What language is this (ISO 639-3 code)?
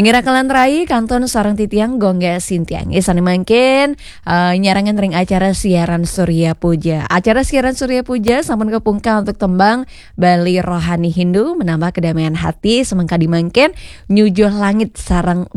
ban